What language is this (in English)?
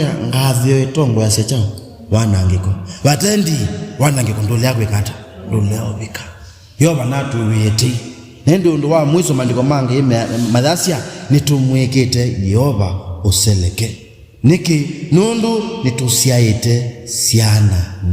Kamba